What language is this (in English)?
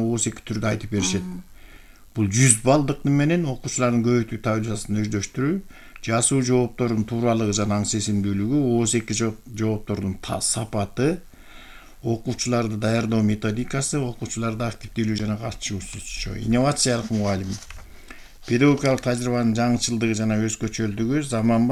Kyrgyz